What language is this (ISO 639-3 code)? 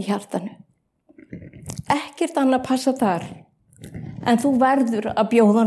isl